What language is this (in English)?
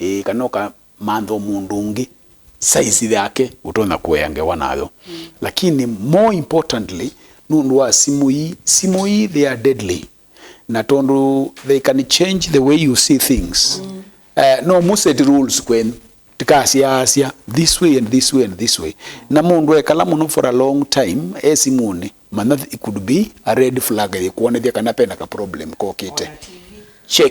Kamba